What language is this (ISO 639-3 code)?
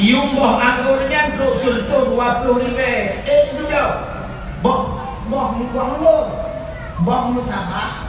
ace